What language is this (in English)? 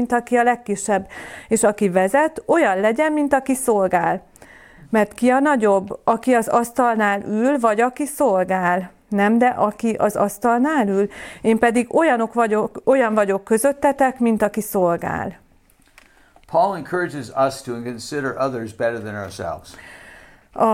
Hungarian